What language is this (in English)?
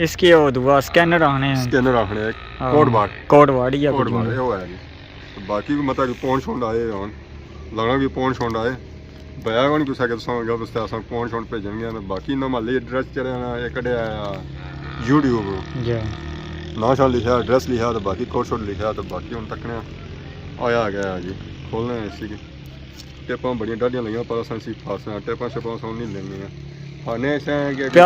Pahari-Potwari